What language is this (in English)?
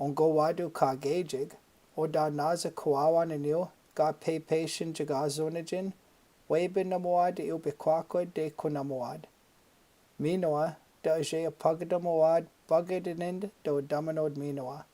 Chippewa